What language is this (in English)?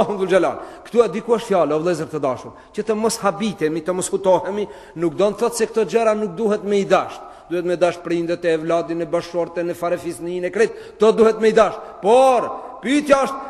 Albanian